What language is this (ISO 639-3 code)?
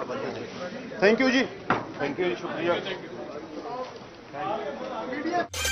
pan